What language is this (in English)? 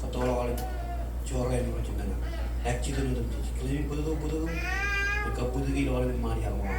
Marshallese